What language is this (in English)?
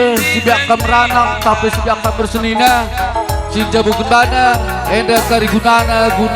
Batak Karo